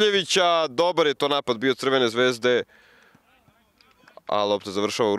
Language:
Serbian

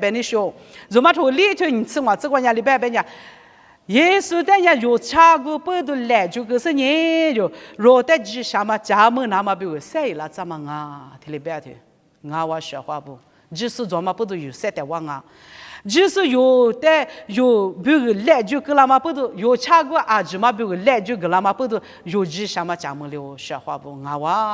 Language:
Lisu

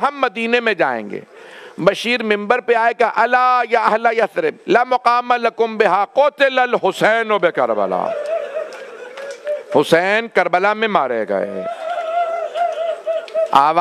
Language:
Urdu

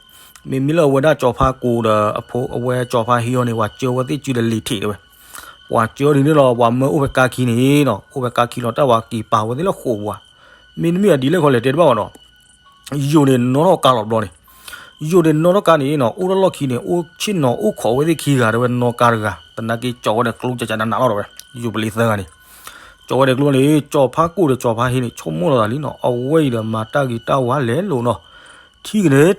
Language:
S'gaw Karen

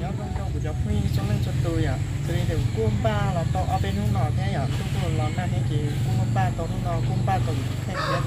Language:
Hmong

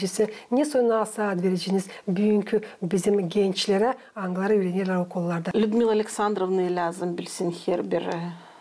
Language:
Gagauz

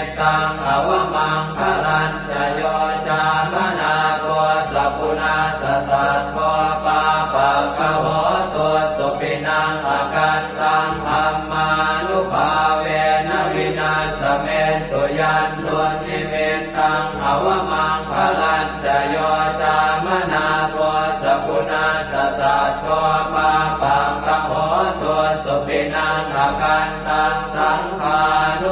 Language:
Pali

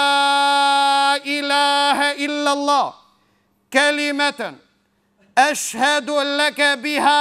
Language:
Albanian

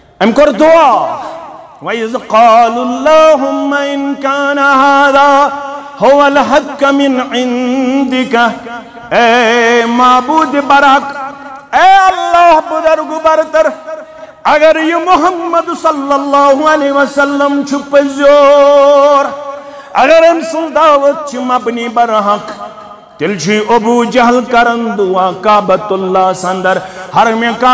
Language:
Kashmiri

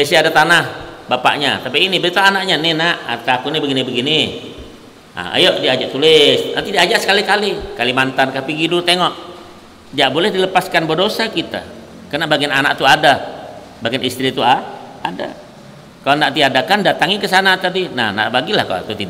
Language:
Banjar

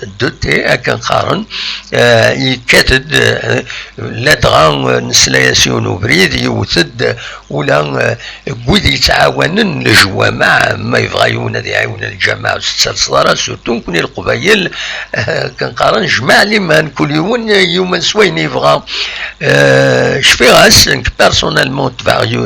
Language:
Kabyle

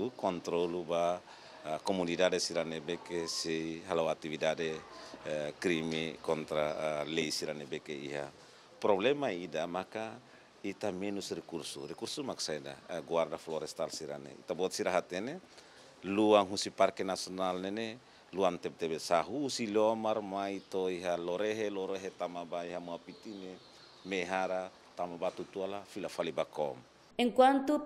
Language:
Tetum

